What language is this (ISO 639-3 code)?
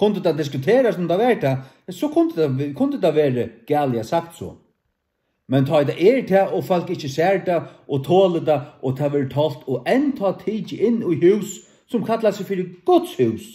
fao